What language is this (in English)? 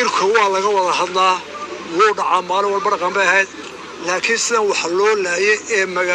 Somali